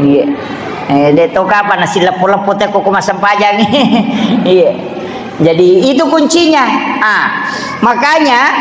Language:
Buginese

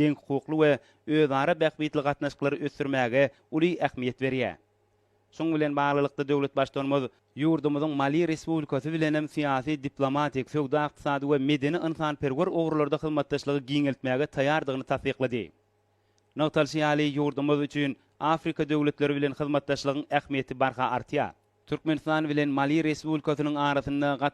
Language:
Turkmen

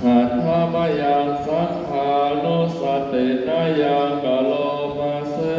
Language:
Pali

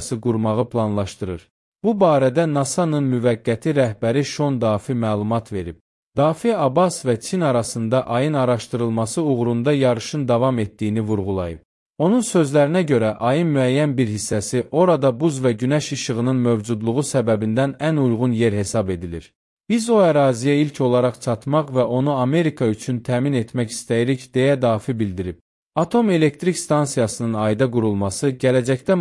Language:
Azerbaijani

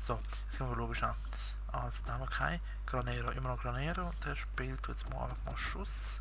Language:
Swiss German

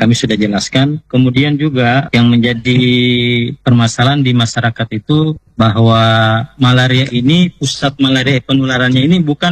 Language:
Indonesian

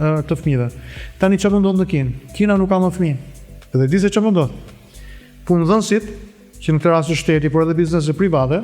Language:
Albanian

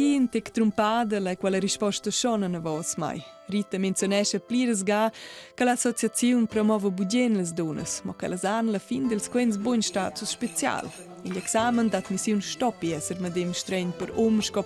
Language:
Romansh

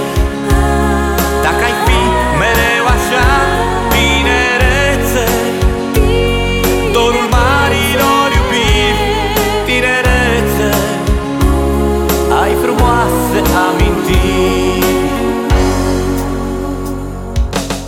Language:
Romanian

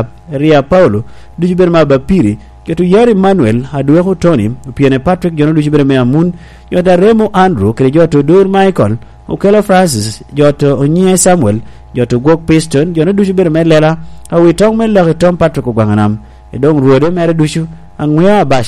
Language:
Lango (Uganda)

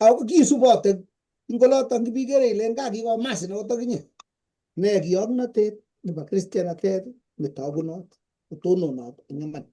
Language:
Kalenjin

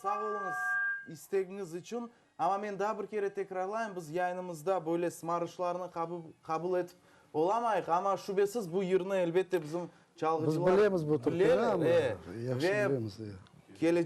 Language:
Crimean Tatar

